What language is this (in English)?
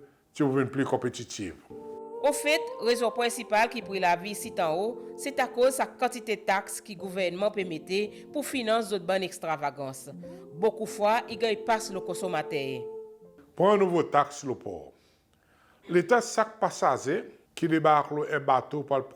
Seselwa Creole French